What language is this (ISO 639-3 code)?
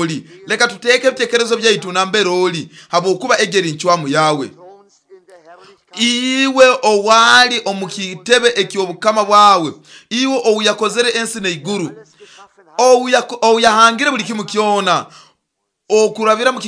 nyo